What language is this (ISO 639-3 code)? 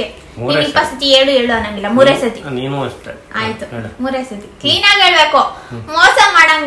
kan